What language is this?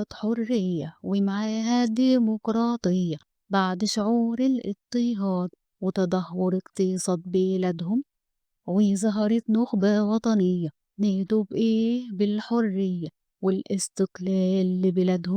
Egyptian Arabic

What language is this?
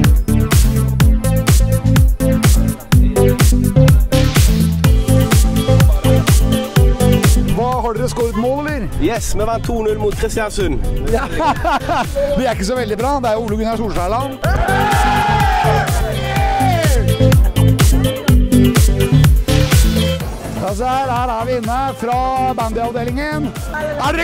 Norwegian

